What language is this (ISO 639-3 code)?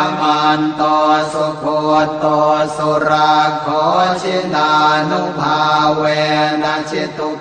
pli